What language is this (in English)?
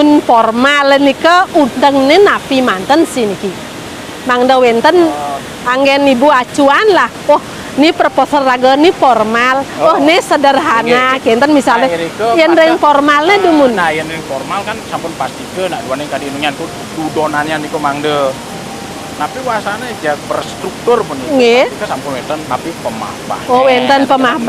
Balinese